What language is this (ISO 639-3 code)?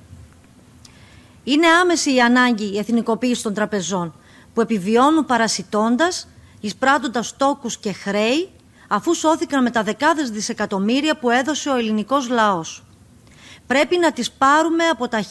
ell